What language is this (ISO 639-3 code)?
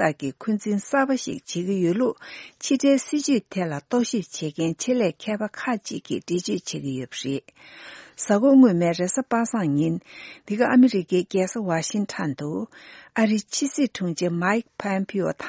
bod